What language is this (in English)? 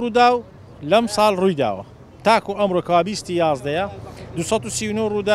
Central Kurdish